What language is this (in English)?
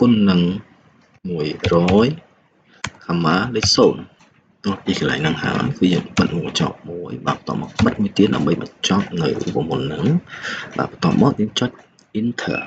Khmer